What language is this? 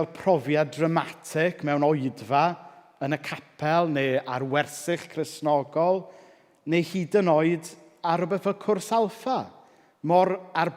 Welsh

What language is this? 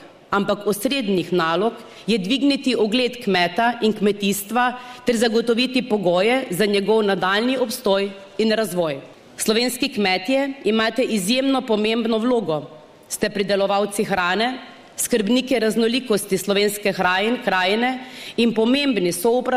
Slovenian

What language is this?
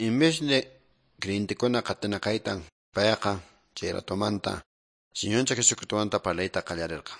Quechua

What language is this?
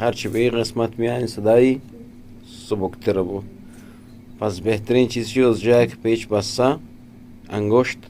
Eastern Balochi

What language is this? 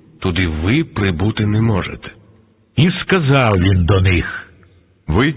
Ukrainian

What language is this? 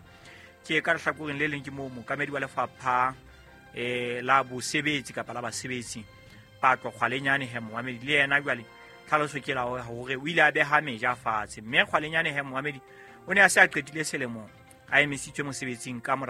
Southern Sotho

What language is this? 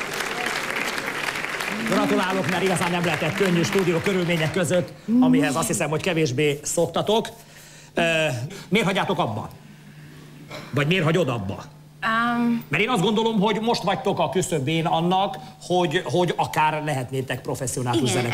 Hungarian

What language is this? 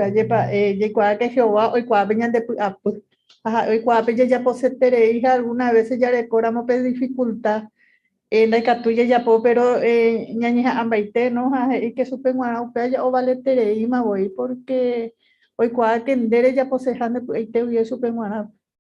Guarani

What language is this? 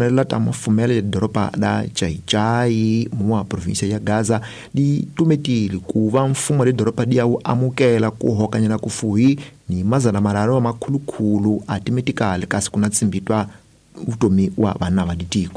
Tsonga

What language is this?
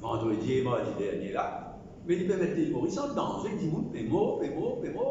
Morisyen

